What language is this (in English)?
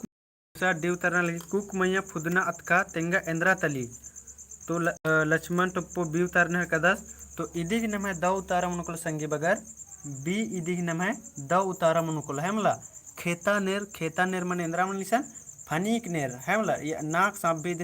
Kurukh